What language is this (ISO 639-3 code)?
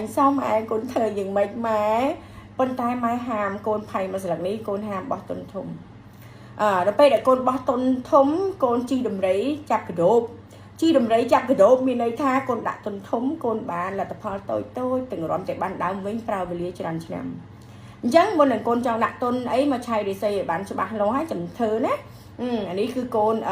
khm